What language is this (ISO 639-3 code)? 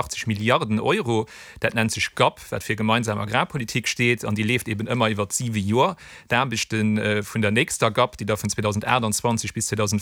ltz